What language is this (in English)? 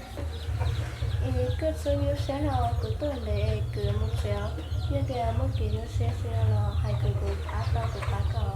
Hmong